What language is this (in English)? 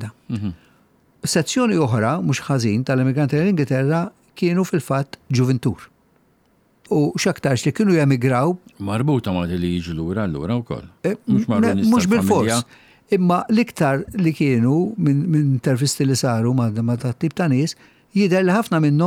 Maltese